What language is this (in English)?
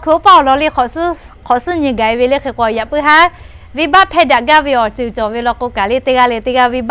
Lahu